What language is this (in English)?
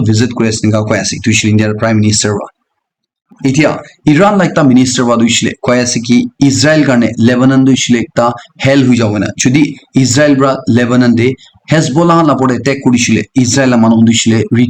Naga Pidgin